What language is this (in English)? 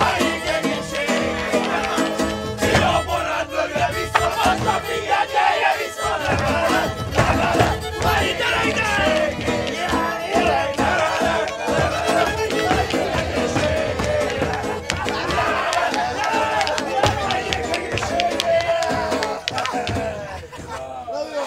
Hungarian